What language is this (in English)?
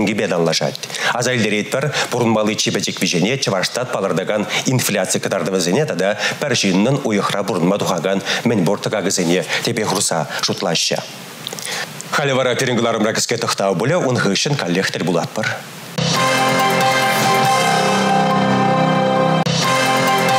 Chuvash